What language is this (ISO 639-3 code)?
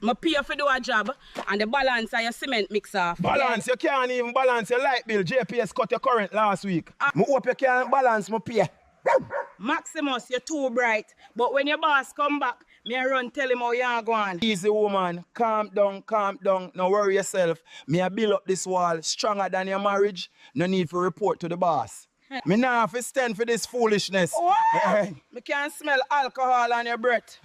jam